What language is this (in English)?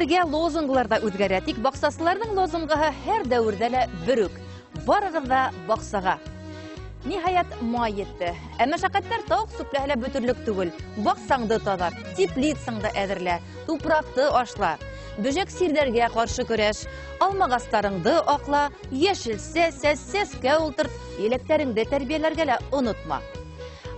Bashkir